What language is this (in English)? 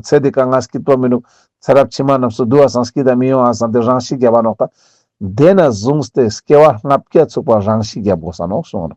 Ladakhi